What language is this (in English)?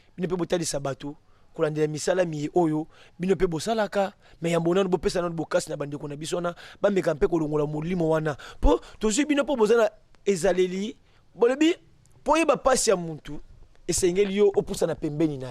Lingala